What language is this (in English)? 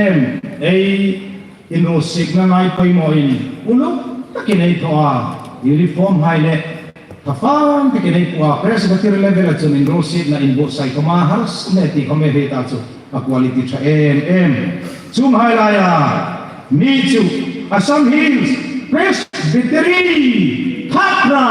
Hmar